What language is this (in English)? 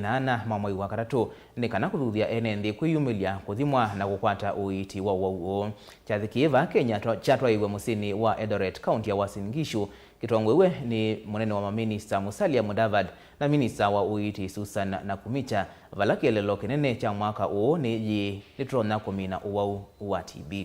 Kamba